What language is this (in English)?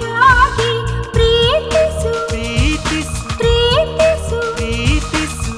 Kannada